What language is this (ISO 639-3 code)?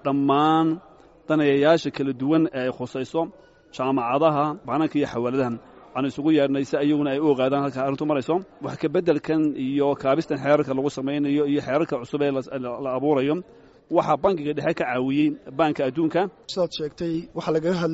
som